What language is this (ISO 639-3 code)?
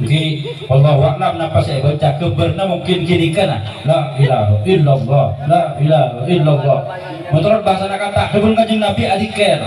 mad